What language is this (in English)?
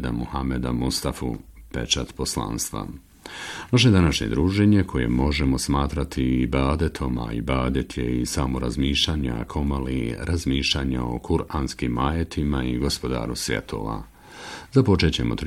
Bosnian